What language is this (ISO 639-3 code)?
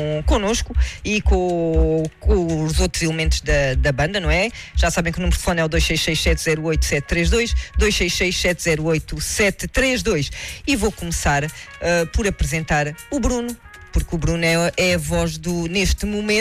por